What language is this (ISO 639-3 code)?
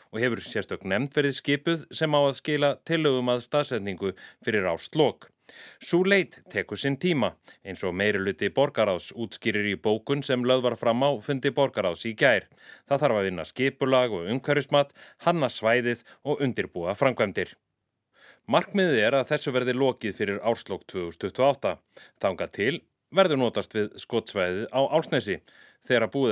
isl